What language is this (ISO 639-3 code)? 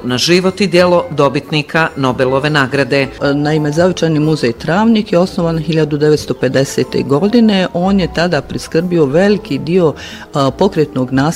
bos